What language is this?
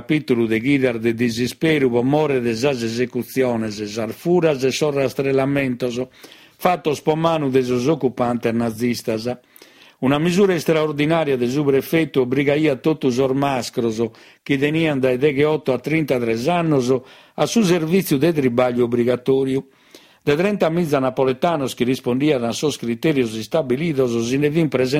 Sardinian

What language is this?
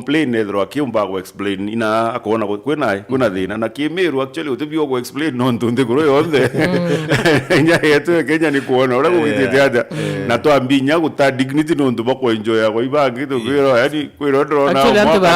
Meru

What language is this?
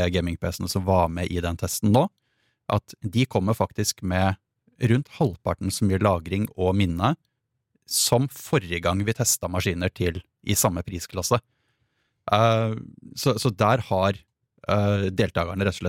Norwegian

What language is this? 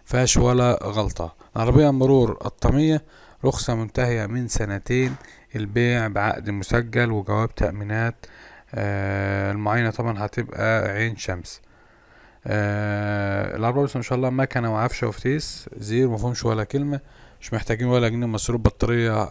Egyptian Arabic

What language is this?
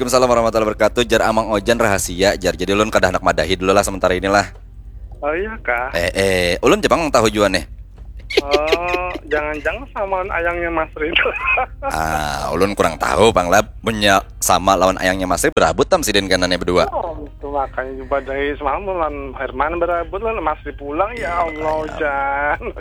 Banjar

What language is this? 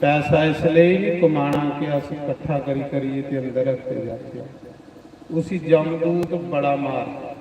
Dogri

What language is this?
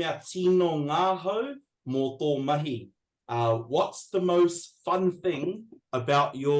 Māori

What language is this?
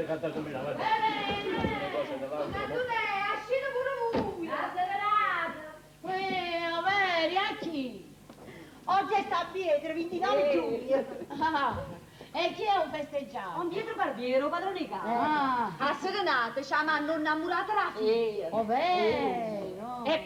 Neapolitan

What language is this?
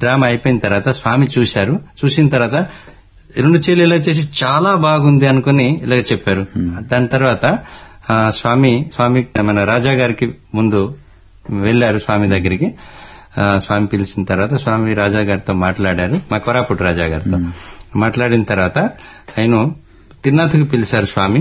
Telugu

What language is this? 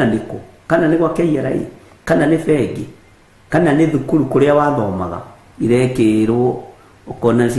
Kikuyu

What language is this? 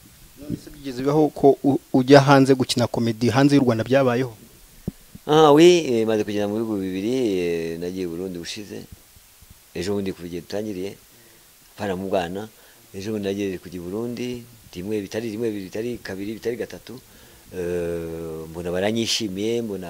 Kinyarwanda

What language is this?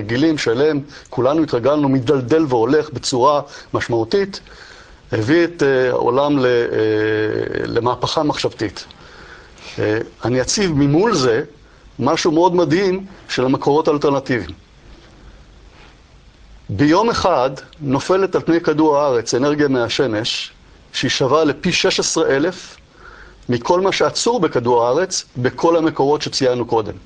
Hebrew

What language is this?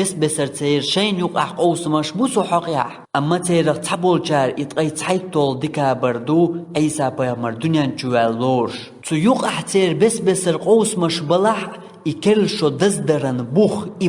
Chechen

